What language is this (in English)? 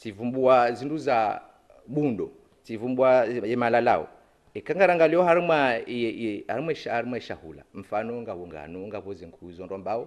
Ngazidja Comorian